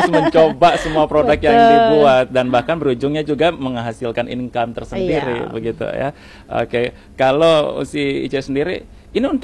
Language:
Indonesian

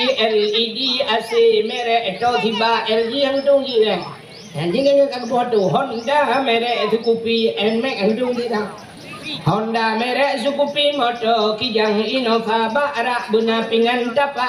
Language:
Achinese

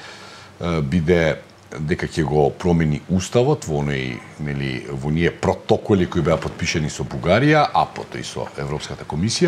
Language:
Macedonian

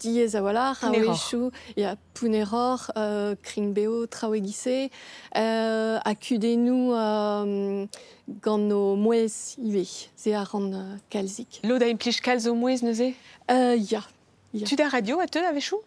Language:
Breton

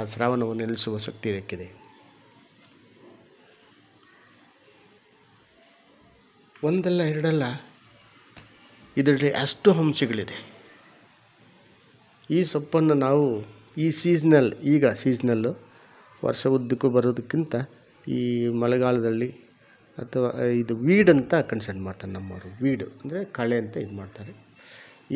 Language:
Kannada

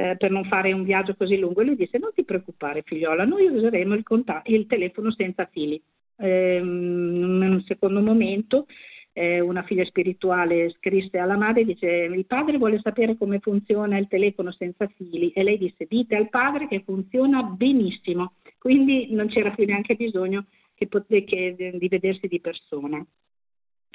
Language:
Italian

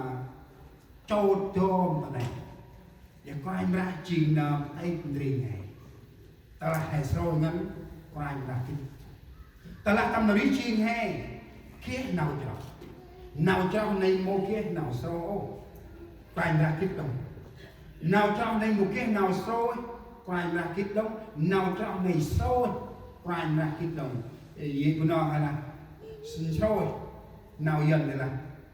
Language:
Central Mnong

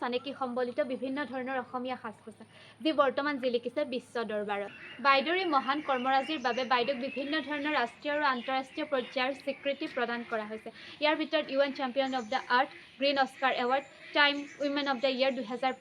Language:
Assamese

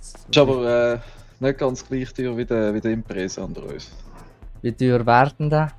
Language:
Swiss German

